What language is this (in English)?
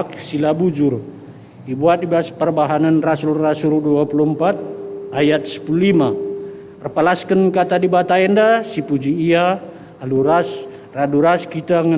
Batak Karo